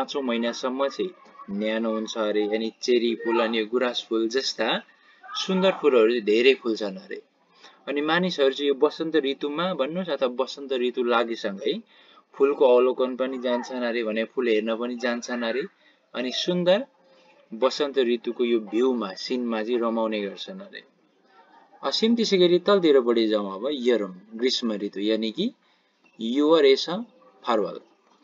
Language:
Nepali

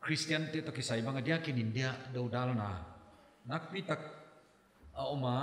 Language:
Paite Chin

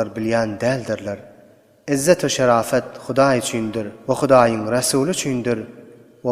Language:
Turkmen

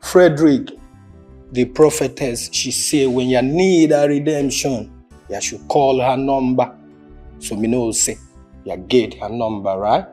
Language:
Nigerian Pidgin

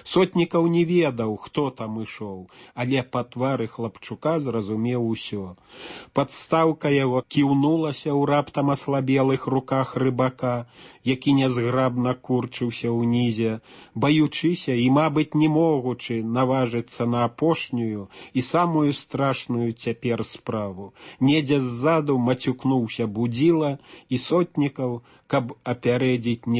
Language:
Belarusian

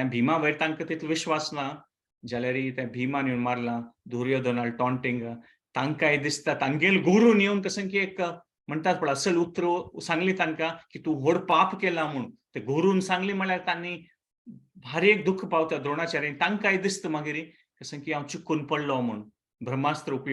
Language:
Konkani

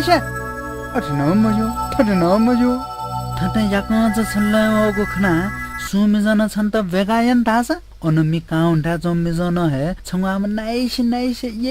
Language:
Newari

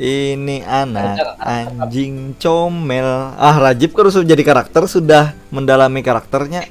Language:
Banjar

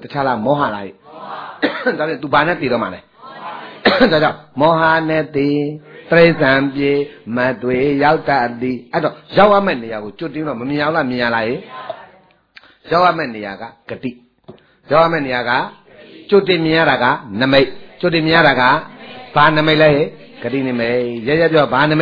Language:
Burmese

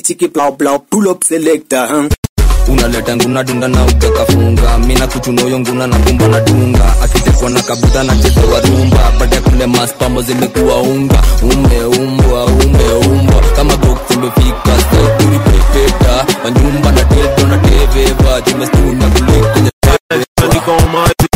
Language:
Swahili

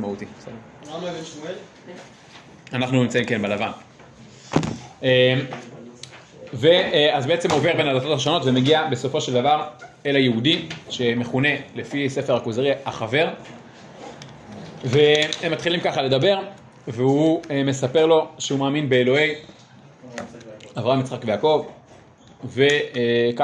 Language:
Hebrew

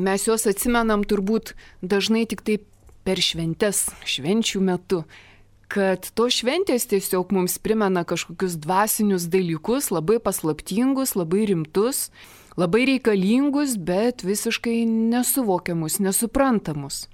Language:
Lithuanian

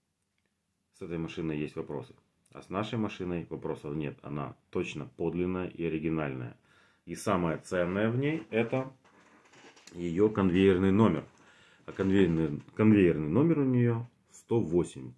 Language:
Russian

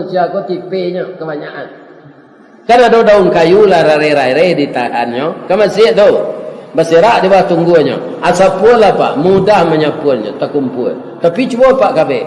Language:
Minangkabau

